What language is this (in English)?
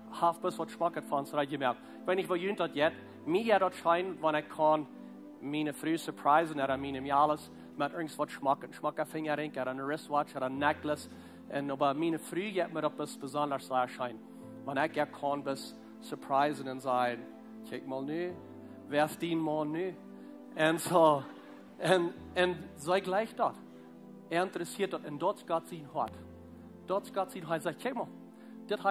Plautdietsch